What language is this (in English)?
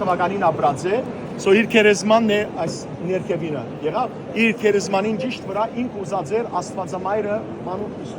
Western Armenian